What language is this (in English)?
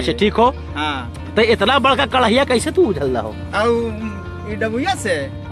Magahi